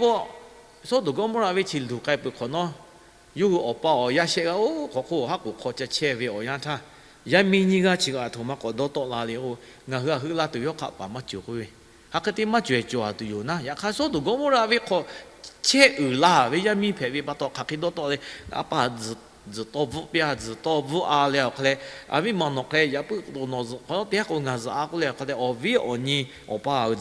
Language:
Lahu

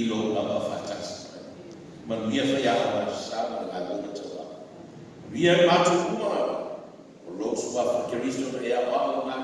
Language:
Samoan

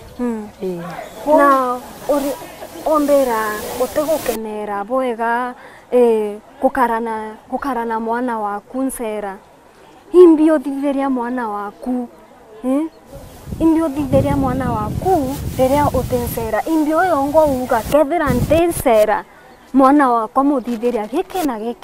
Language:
Meru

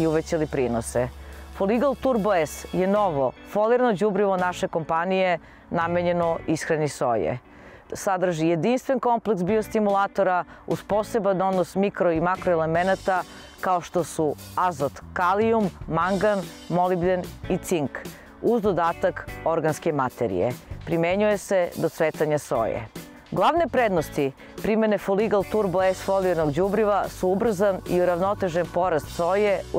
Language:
Serbian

